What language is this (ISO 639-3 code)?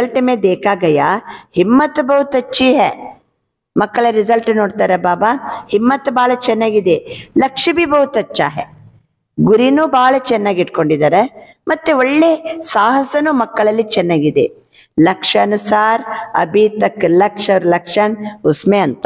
kan